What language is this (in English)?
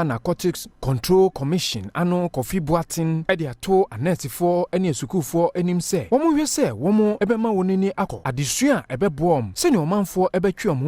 Akan